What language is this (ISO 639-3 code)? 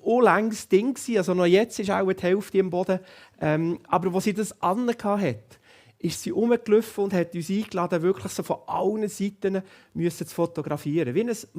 gsw